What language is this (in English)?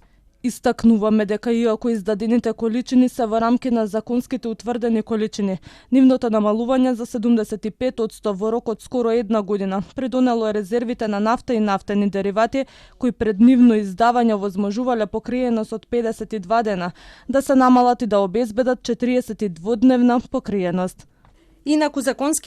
Macedonian